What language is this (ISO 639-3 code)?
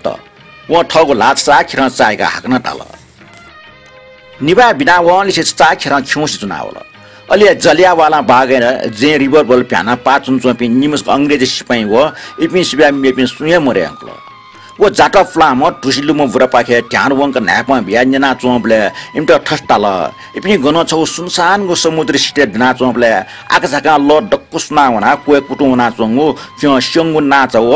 new